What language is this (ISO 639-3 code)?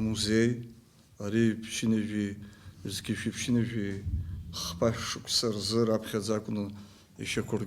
abk